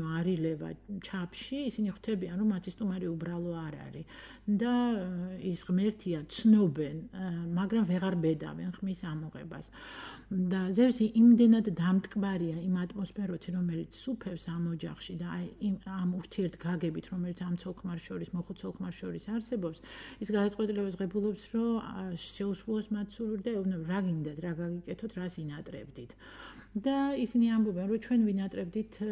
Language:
Georgian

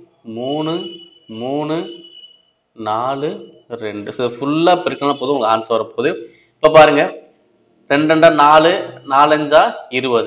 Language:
Tamil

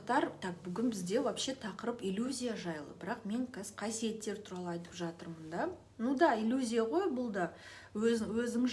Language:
Kazakh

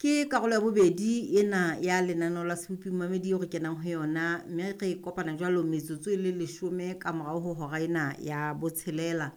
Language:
Southern Sotho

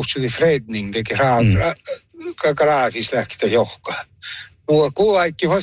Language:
Northern Sami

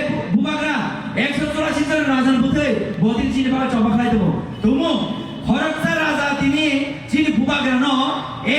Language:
Kok Borok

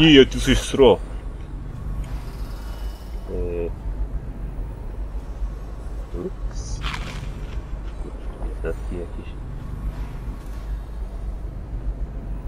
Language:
Polish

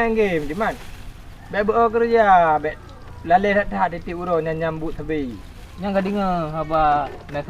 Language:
Achinese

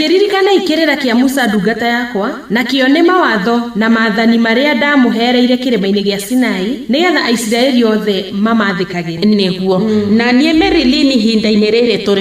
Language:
Kikuyu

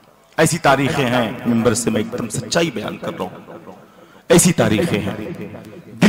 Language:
Urdu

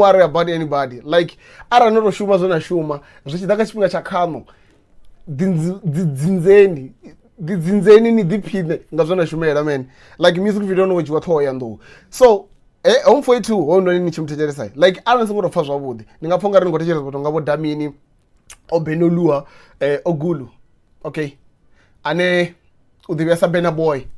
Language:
Venda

